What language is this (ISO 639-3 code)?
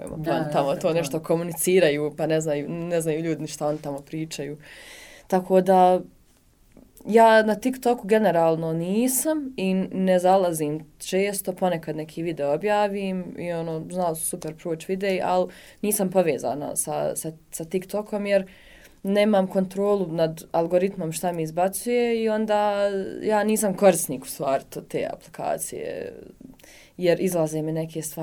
bos